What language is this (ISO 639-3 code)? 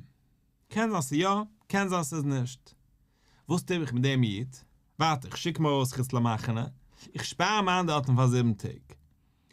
yid